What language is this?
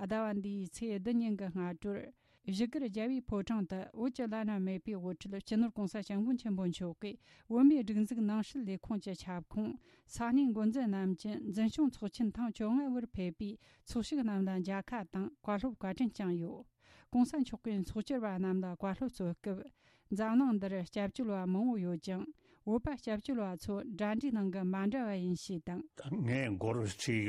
Tibetan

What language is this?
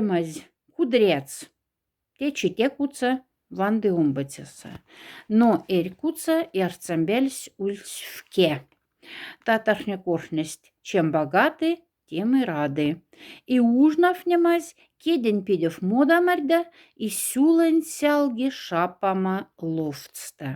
Moksha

